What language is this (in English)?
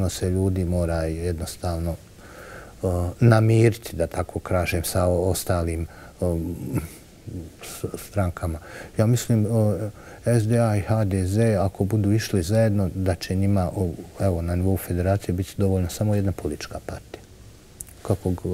Bosnian